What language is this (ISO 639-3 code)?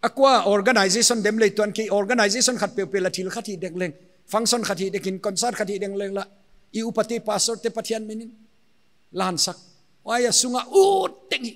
pck